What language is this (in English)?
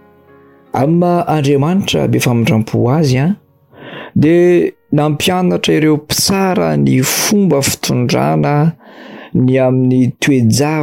Malagasy